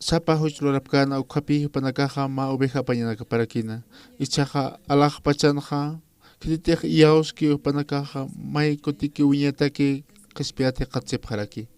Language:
Aymara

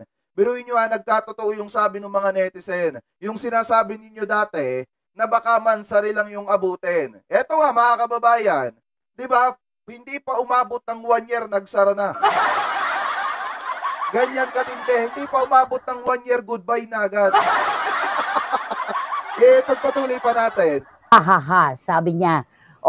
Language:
Filipino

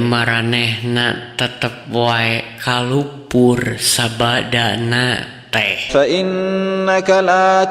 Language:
Sundanese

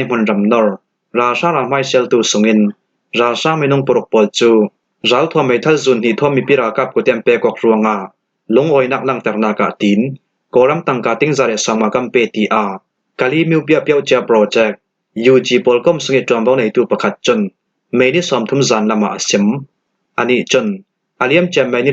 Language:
Falam Chin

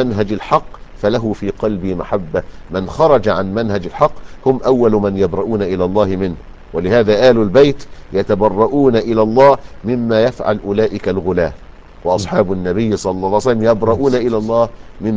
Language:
Arabic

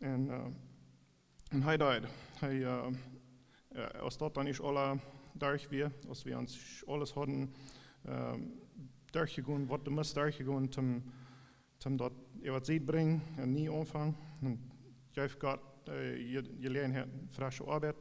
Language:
Plautdietsch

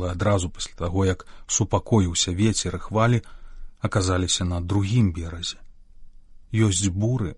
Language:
Belarusian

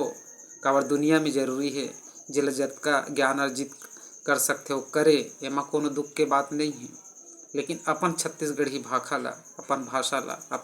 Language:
Chhattisgarhi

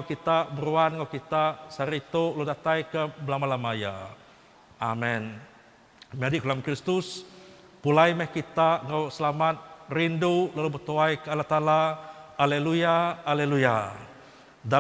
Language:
Iban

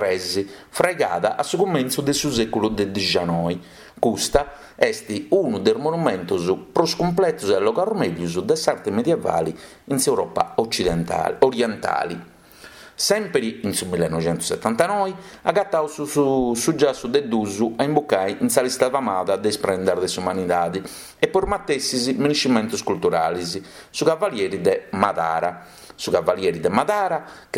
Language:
Sardinian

